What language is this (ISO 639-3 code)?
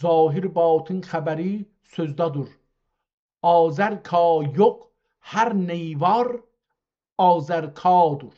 azb